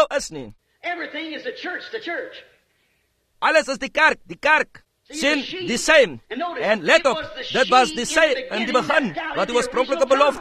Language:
Afrikaans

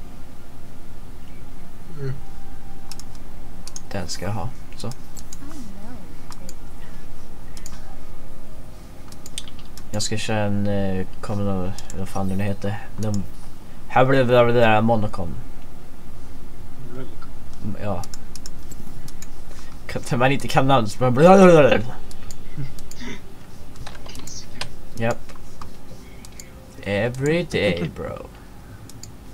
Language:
Swedish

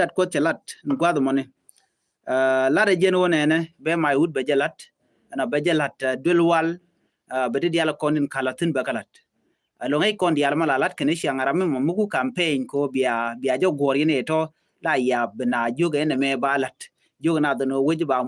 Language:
Nuer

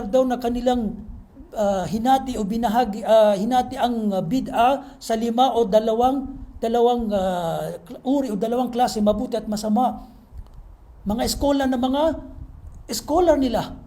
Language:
Maranao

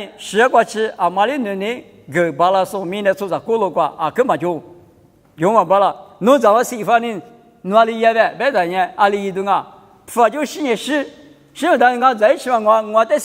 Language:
Lisu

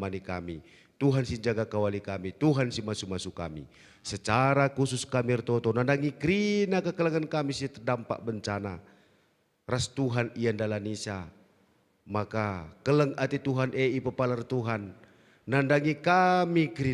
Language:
Batak Karo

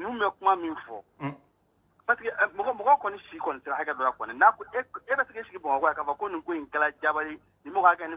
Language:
Bambara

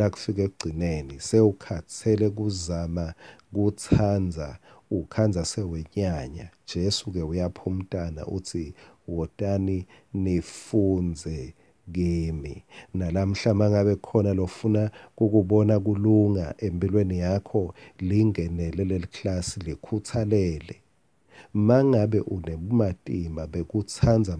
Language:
Swati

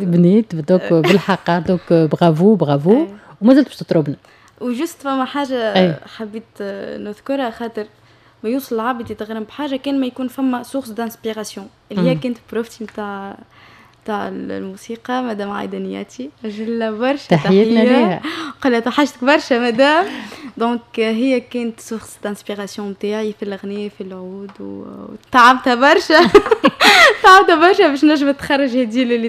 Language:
Tunisian Arabic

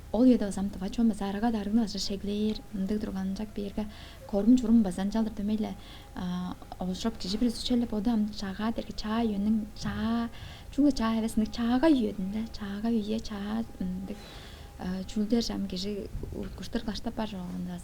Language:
Tuvinian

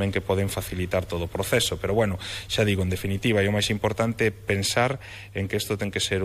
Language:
Galician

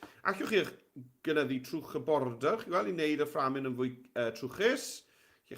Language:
Welsh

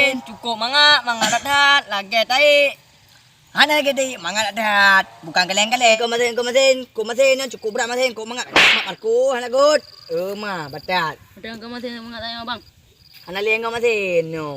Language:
Achinese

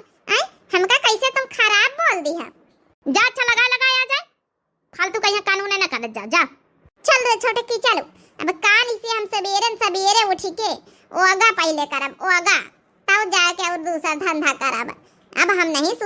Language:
Awadhi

